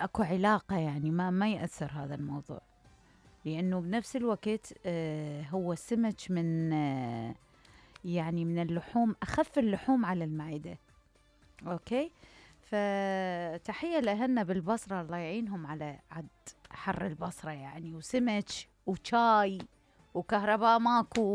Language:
Mesopotamian Arabic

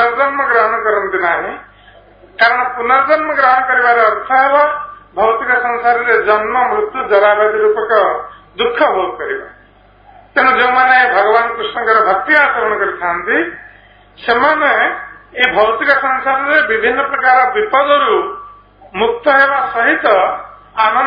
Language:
Odia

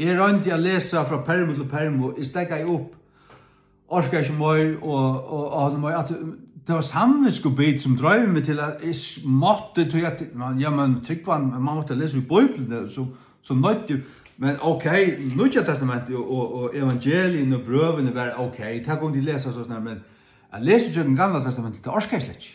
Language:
Faroese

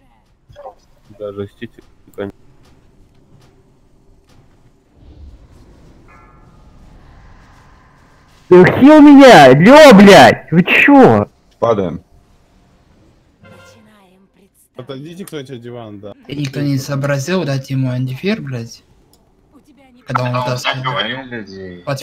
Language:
Russian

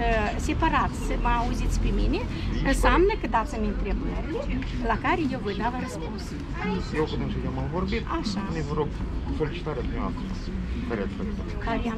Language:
Romanian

